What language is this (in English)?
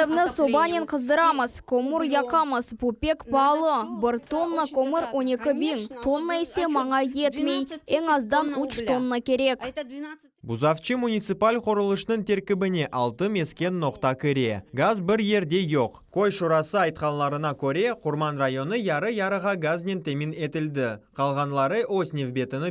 Crimean Tatar